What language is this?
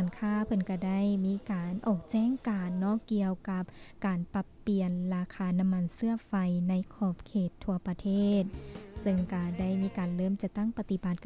Lao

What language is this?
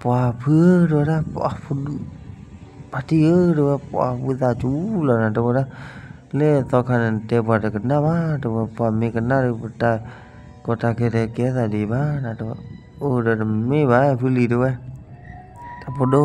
S'gaw Karen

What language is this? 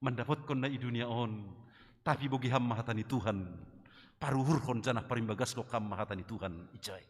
Batak Simalungun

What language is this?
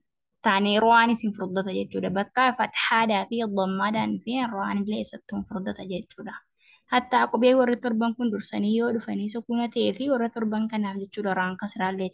Oromo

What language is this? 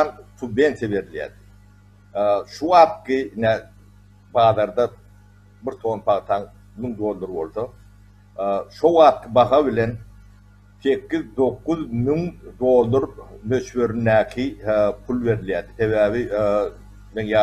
Turkmen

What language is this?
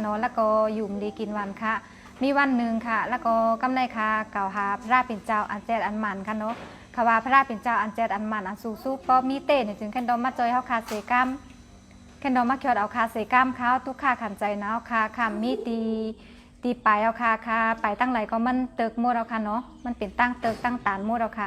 Shan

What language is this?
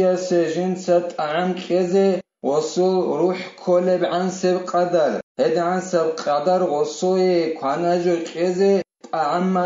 Avaric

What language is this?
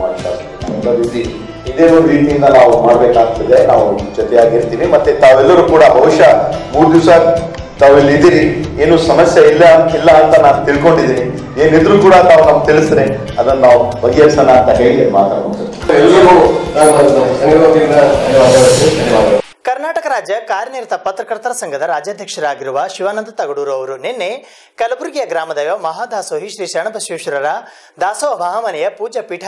Kannada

